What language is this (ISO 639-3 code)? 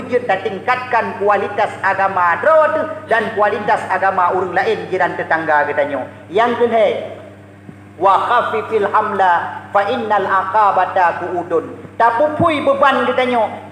ace